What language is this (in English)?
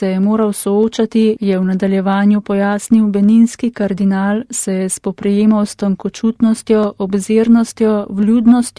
Slovenian